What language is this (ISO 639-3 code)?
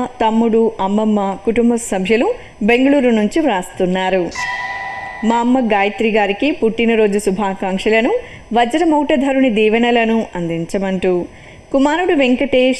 tel